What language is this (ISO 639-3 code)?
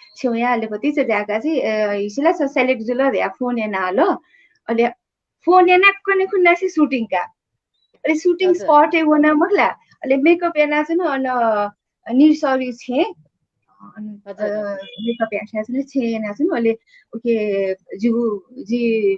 new